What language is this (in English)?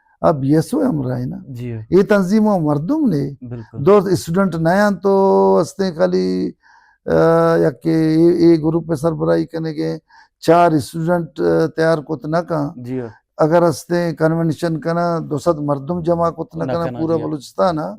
Baluchi